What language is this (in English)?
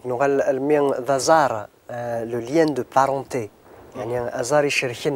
Kabyle